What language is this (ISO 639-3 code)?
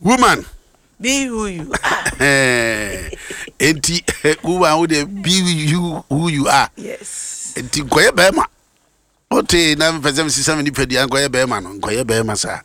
aka